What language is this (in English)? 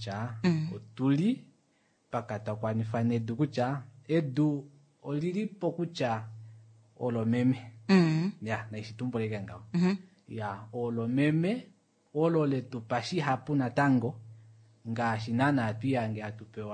Kuanyama